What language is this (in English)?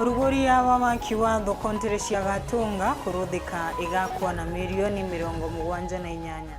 Meru